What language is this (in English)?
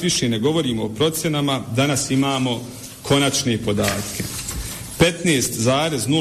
Bosnian